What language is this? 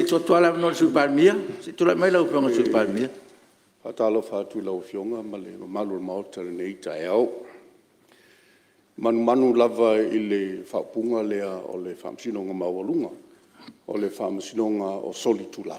Samoan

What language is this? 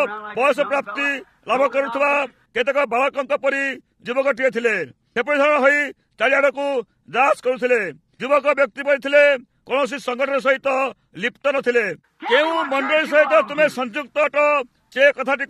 Odia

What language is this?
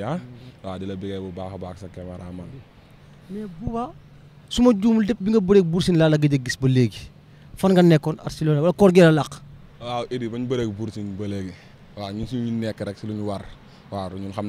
Wolof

